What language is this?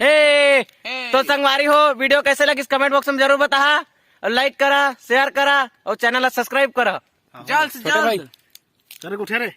Chhattisgarhi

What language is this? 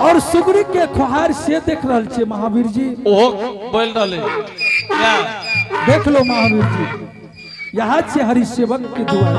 Angika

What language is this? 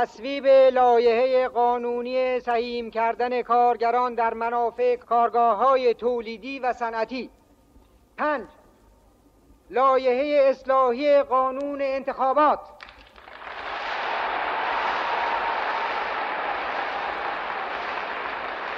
Persian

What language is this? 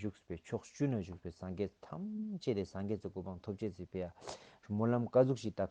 Tibetan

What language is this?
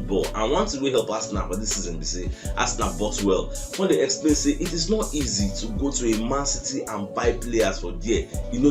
Nigerian Pidgin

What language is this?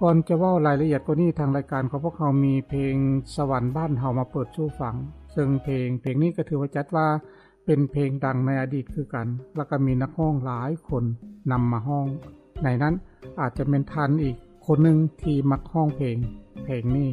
Lao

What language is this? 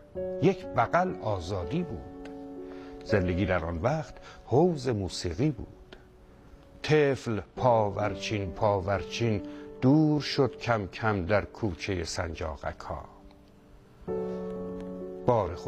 Persian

